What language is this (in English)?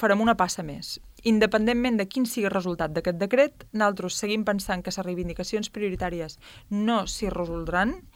Catalan